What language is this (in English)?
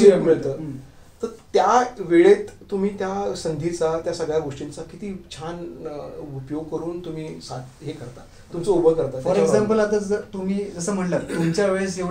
Marathi